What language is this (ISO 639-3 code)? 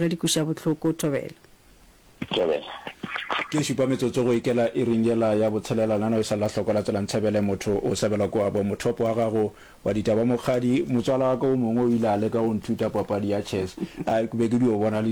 nso